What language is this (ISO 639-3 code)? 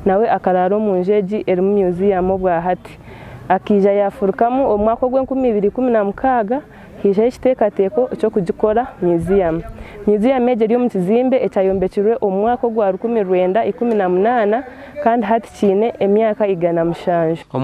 nyn